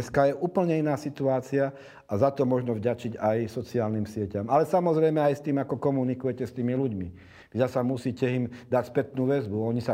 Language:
Slovak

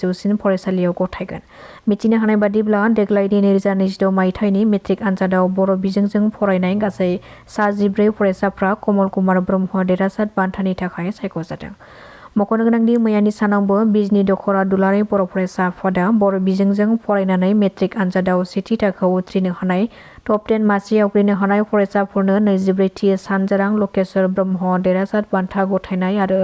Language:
Bodo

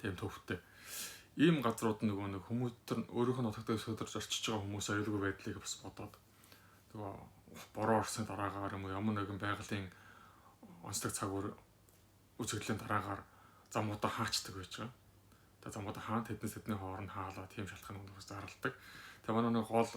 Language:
Mongolian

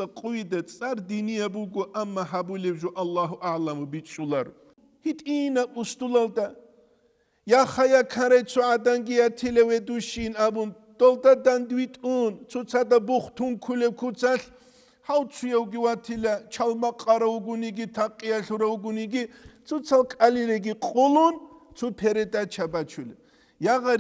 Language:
Avaric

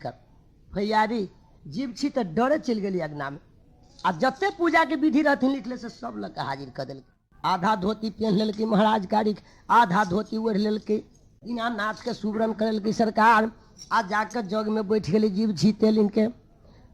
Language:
Maithili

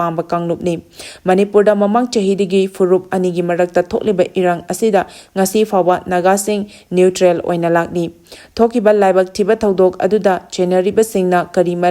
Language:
Manipuri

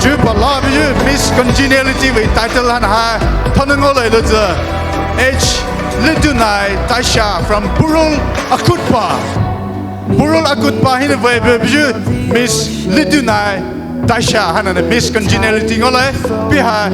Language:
Poumei Naga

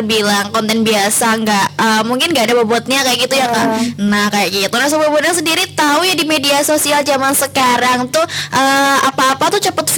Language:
Indonesian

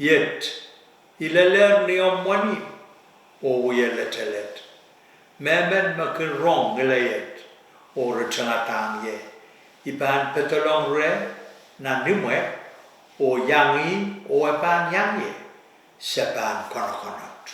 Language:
Pohnpeian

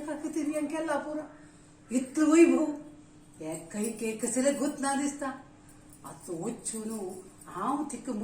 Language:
Konkani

